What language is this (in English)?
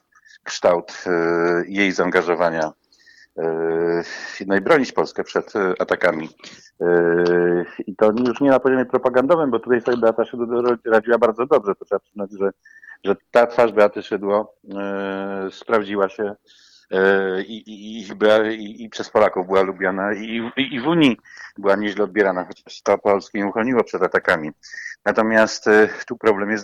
Polish